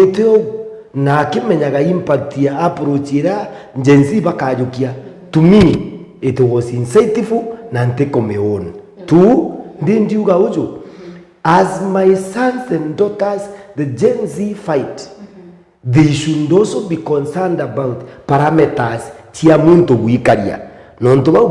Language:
Meru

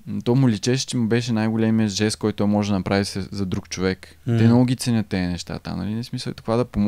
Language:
Bulgarian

